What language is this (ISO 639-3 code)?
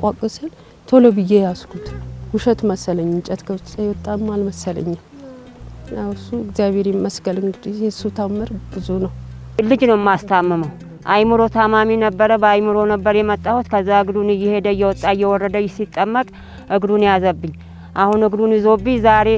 amh